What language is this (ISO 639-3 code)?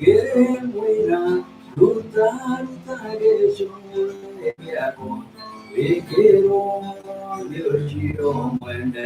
kik